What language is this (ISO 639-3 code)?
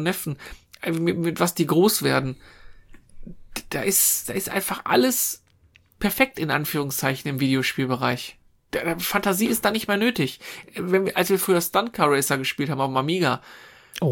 deu